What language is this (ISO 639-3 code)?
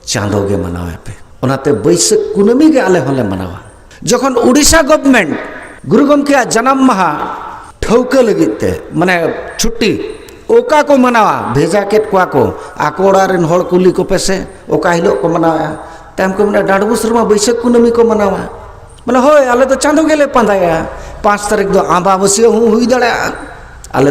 sat